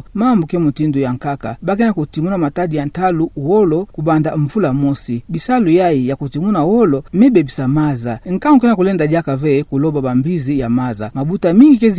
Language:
Kituba (Democratic Republic of Congo)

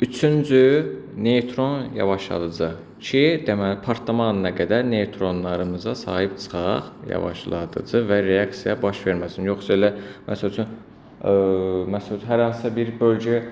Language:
Azerbaijani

